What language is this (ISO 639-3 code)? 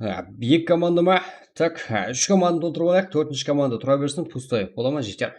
kaa